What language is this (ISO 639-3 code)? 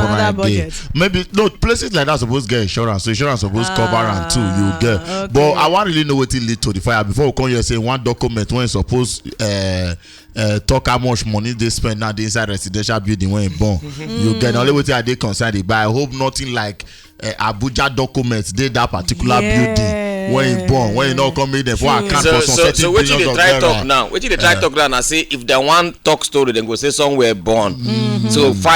pcm